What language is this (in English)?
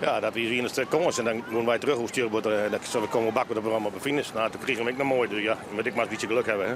Western Frisian